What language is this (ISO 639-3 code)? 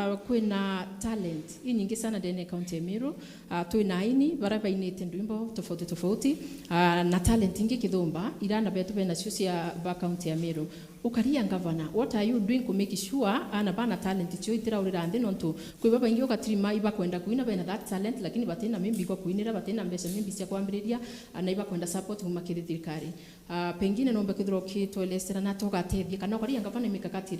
mer